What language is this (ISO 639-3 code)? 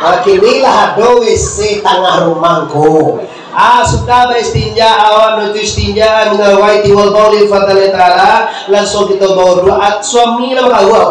min